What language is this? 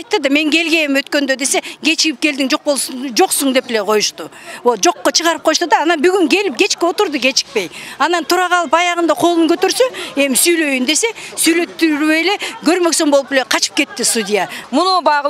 Kyrgyz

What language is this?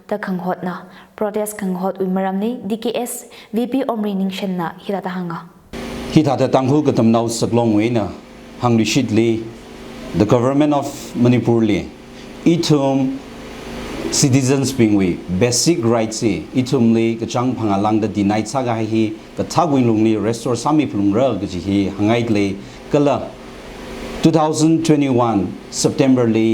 Tangkhul Naga (India)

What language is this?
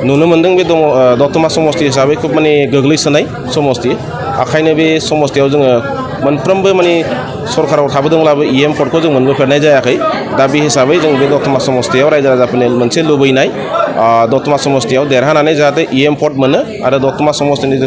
Bodo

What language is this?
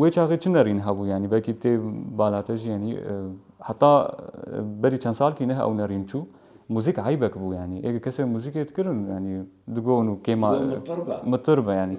Kurdish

